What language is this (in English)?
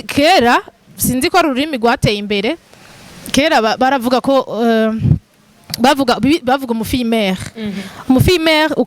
Rundi